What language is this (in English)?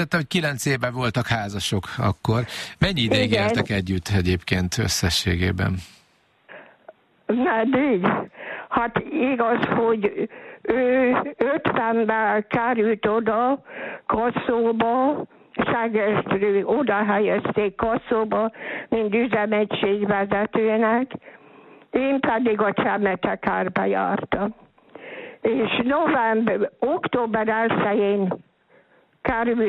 Hungarian